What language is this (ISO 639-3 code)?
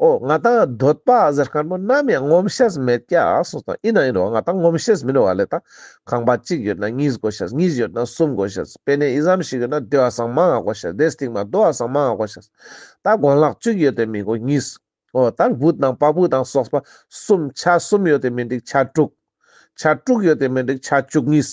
lbj